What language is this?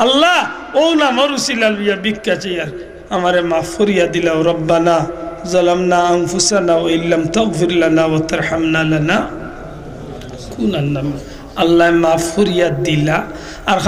Sylheti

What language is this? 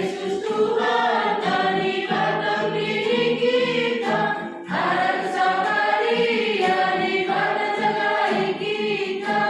Batak Karo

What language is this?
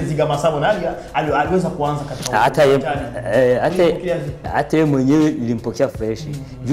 Swahili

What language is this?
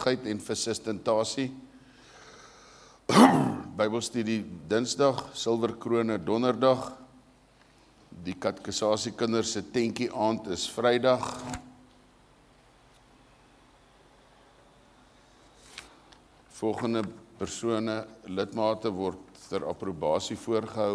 Afrikaans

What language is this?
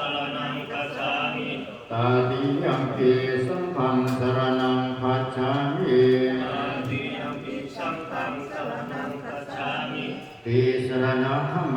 Pali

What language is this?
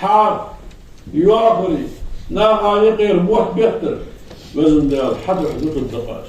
Ingush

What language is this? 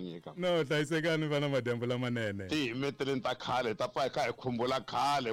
Tsonga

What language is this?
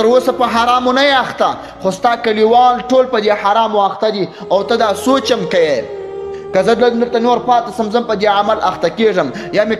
Pashto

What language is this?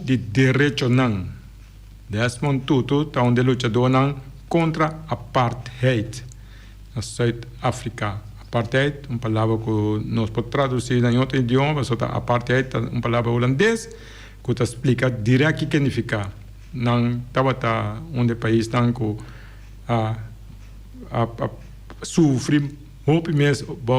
Papiamento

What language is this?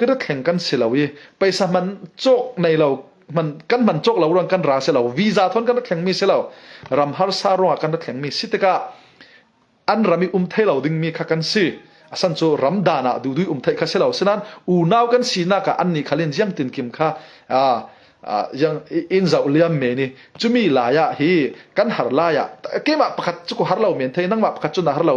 Falam Chin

